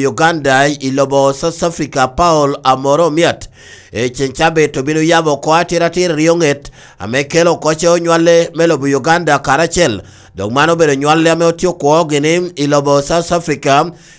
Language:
Lango (Uganda)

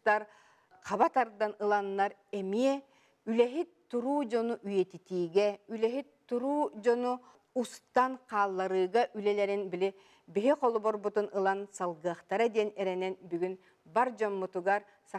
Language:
Yakut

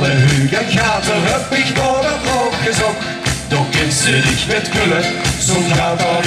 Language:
Limburgish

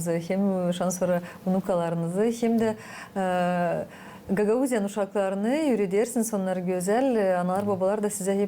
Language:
Gagauz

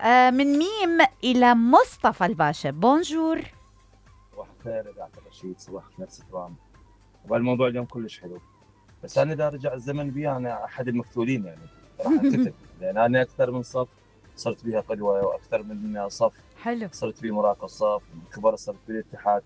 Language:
Mesopotamian Arabic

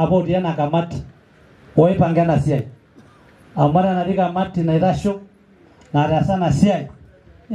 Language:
Masai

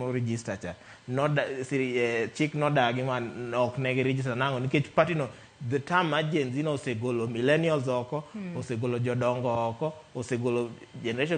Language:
Luo (Kenya and Tanzania)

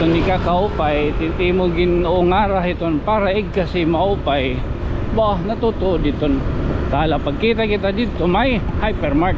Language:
Waray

